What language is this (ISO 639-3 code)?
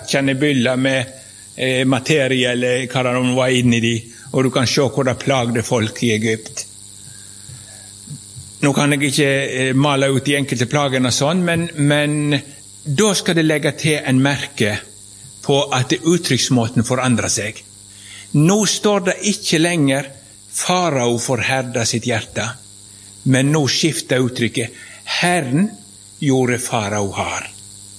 nor